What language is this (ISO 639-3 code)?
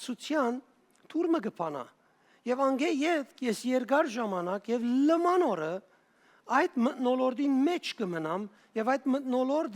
hyw